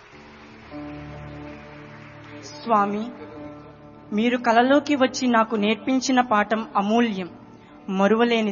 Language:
Telugu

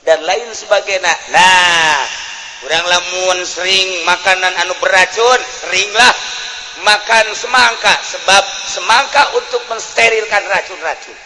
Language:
Sundanese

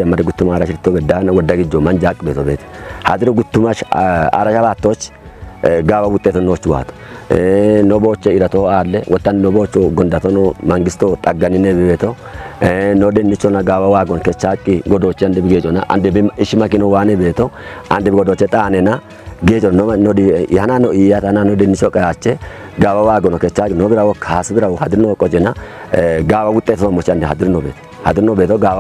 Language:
Kafa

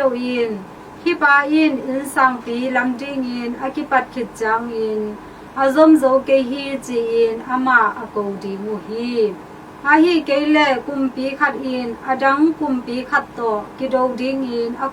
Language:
Tedim Chin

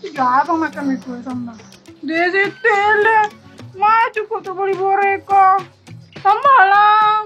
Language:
Minangkabau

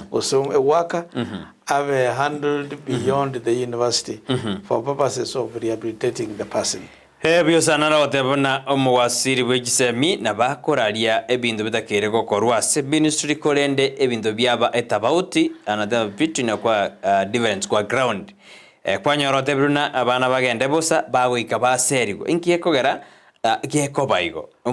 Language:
Gusii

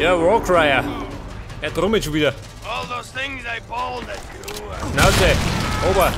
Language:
Bavarian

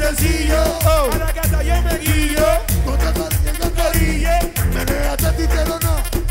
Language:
Spanish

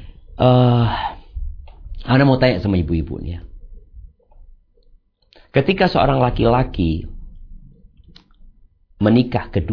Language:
Indonesian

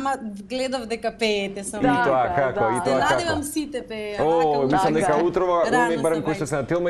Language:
Macedonian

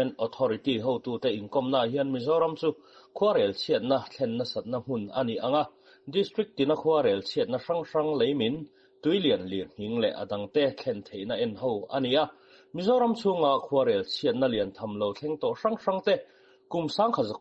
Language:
Mizo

